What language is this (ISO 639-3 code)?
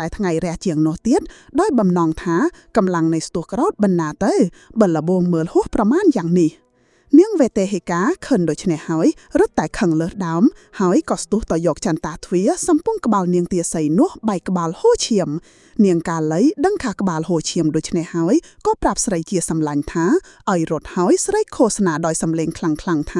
khm